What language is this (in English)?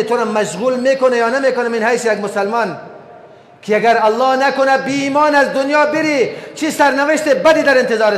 Persian